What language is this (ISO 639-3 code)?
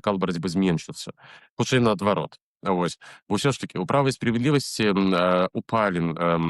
bel